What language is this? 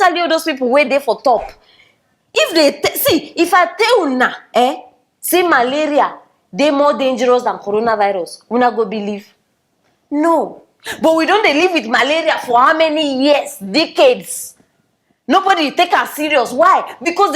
Nigerian Pidgin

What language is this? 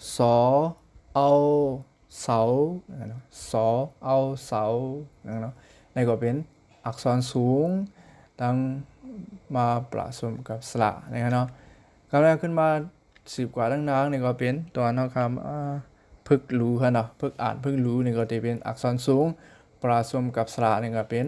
Shan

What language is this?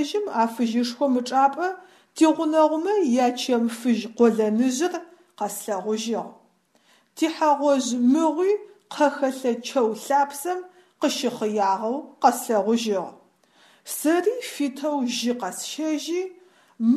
Adyghe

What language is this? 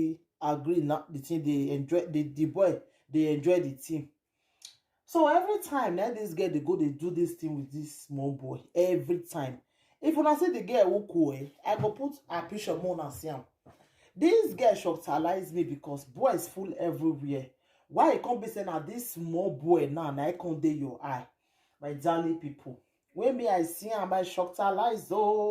Nigerian Pidgin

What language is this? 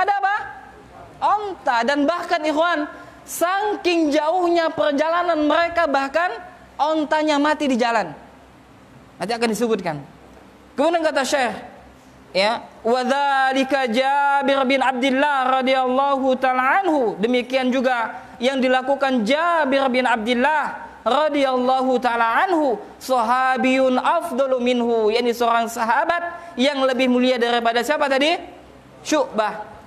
Indonesian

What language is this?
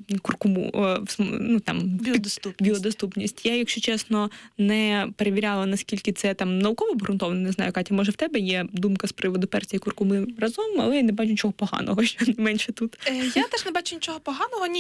Ukrainian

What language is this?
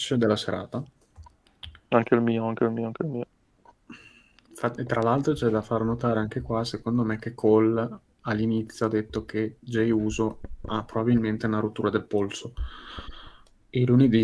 Italian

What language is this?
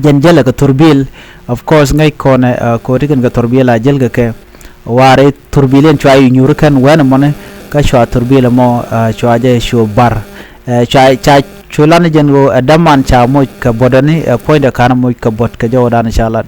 Nuer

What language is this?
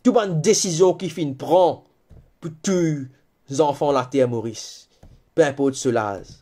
Morisyen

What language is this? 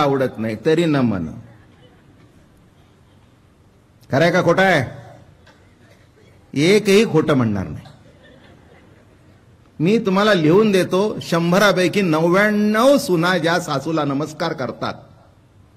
Marathi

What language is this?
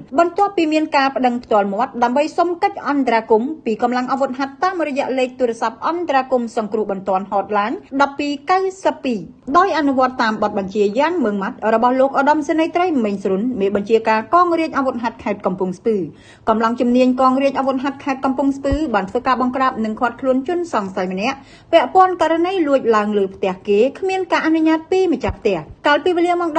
Khmer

